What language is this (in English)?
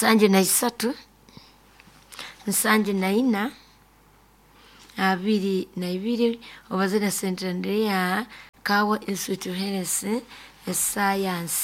Nyoro